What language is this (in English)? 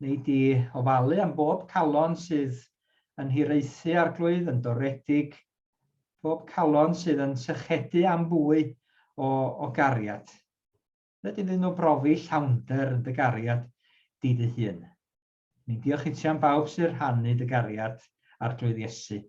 Welsh